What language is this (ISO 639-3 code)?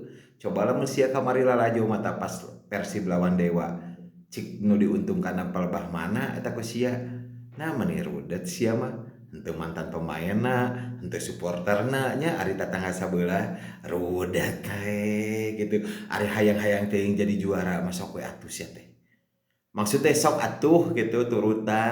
sun